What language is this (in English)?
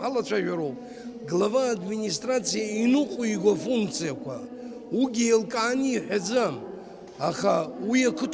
Abkhazian